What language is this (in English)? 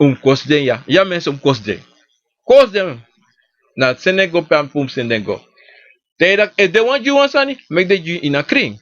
Sranan Tongo